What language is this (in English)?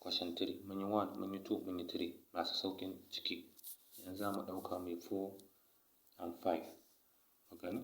Hausa